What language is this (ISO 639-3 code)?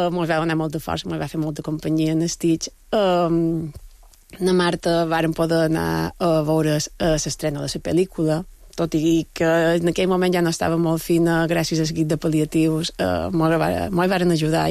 cat